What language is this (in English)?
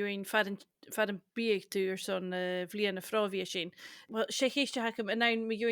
Scottish Gaelic